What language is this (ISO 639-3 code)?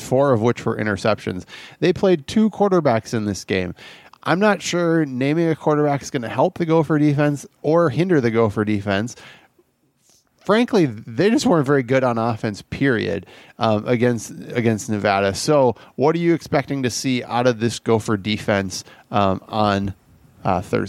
eng